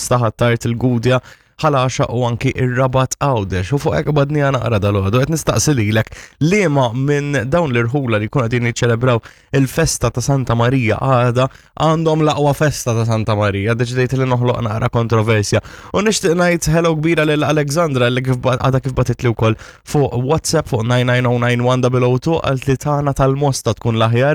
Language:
Maltese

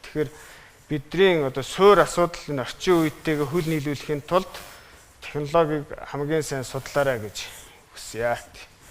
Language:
Mongolian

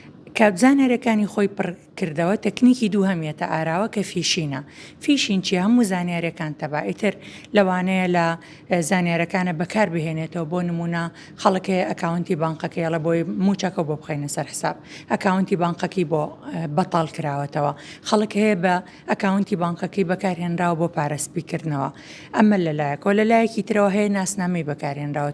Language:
Central Kurdish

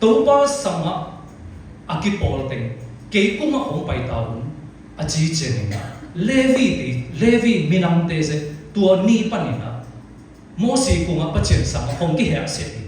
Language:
Siyin Chin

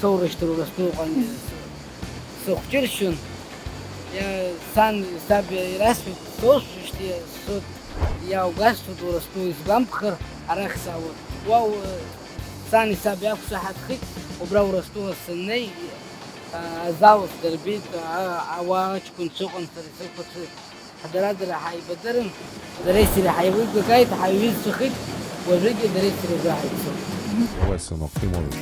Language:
Abkhazian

